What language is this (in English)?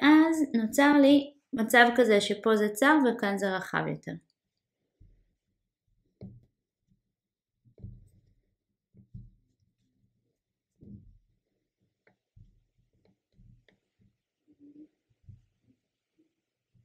Hebrew